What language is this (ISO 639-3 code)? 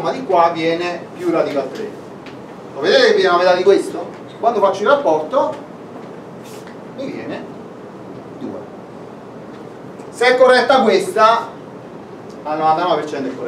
ita